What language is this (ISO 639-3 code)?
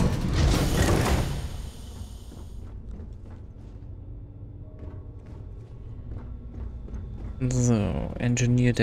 deu